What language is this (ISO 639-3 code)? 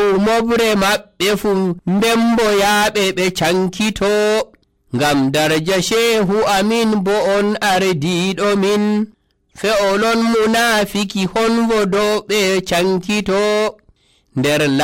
fuv